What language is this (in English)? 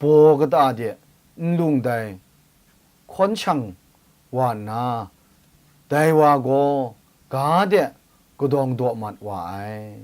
Kachin